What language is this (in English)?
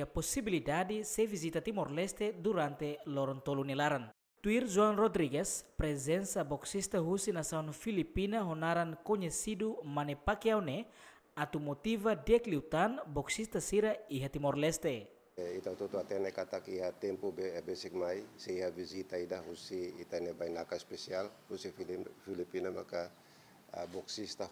Tetum